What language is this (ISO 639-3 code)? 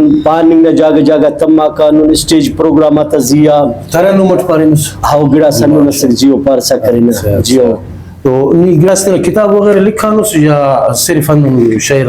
brh